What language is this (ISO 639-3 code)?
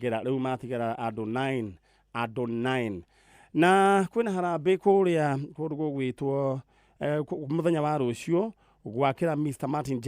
kik